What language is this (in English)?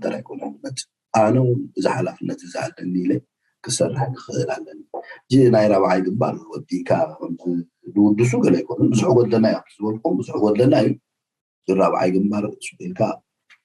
Tigrinya